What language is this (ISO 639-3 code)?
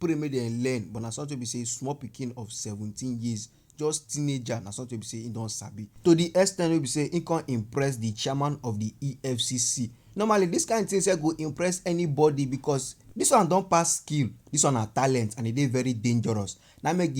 pcm